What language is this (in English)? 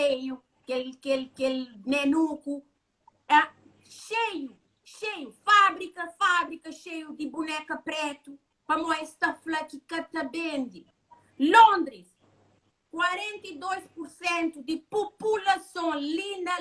Kabuverdianu